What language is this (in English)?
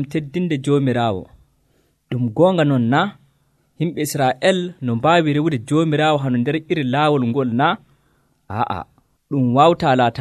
Nigerian Fulfulde